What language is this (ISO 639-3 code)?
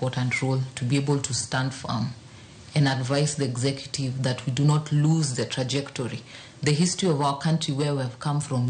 luo